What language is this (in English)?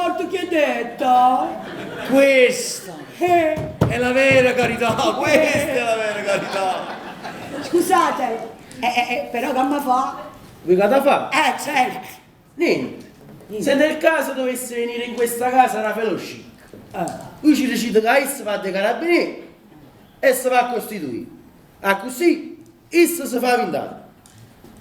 Neapolitan